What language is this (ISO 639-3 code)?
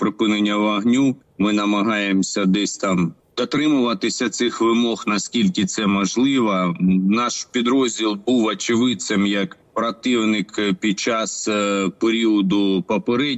ukr